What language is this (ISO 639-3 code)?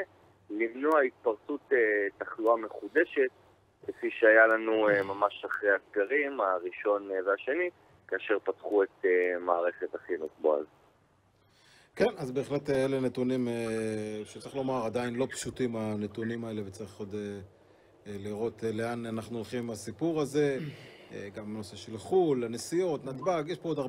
heb